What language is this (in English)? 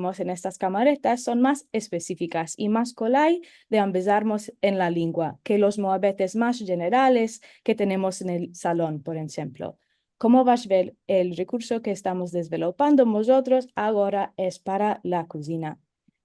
Ladino